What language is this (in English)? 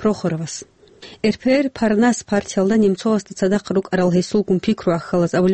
Avaric